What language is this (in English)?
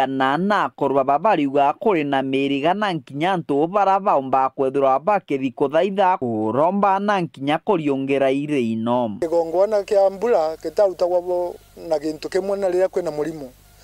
Meru